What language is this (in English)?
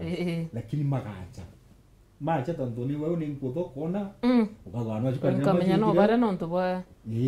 Meru